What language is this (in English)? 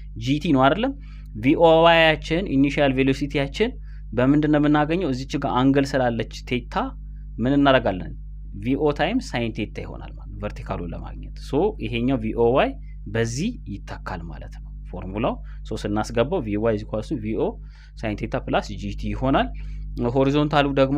Amharic